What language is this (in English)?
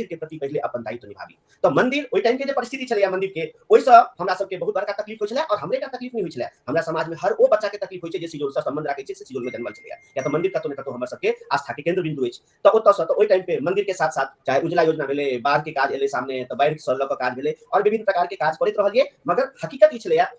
Maithili